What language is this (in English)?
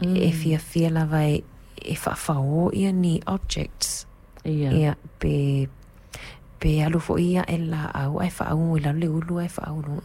Samoan